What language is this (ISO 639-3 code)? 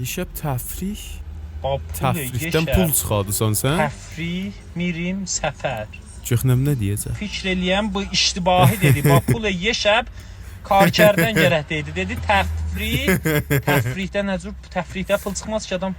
azb